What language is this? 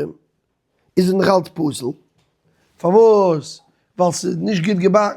Yiddish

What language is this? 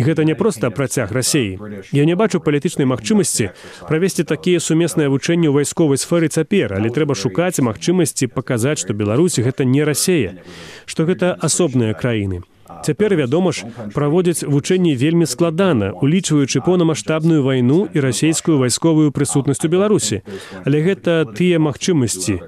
Belarusian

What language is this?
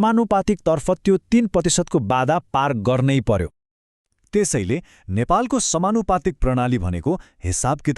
Nepali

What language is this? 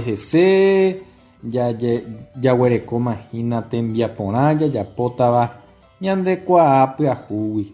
Guarani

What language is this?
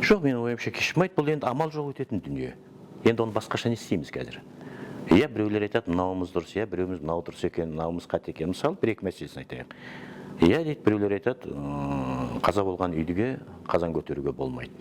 Kazakh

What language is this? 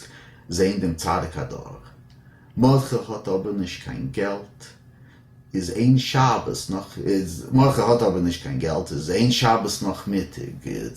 Yiddish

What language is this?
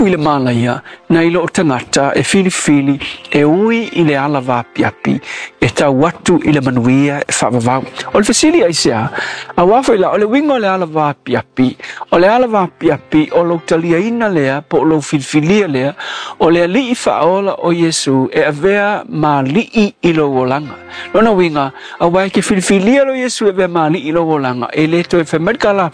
Samoan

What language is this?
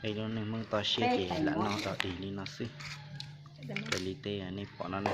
Hmong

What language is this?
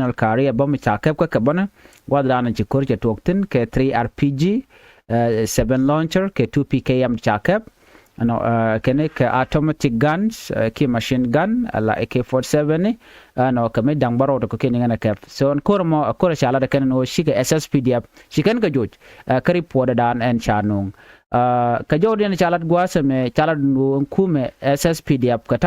Nuer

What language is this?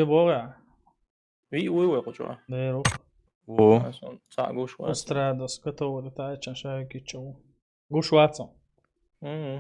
Chechen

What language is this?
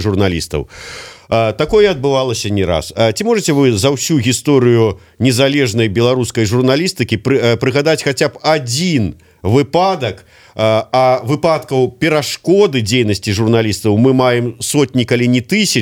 Belarusian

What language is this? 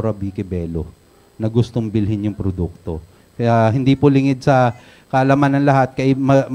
Filipino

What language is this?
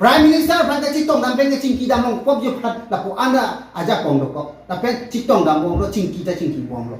Karbi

